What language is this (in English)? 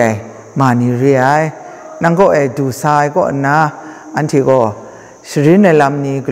Kachin